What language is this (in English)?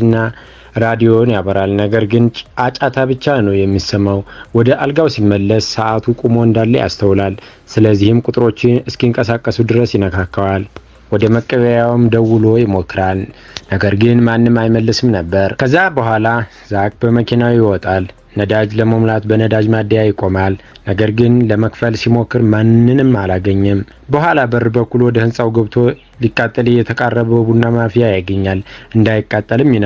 Amharic